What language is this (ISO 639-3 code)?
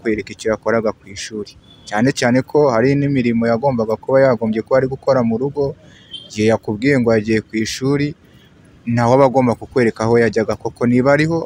kin